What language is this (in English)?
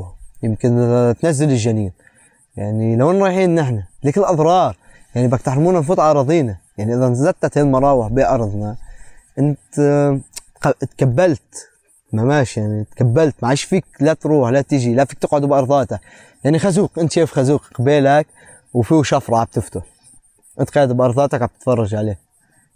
North Levantine Arabic